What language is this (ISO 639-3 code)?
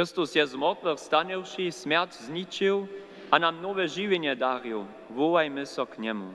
hsb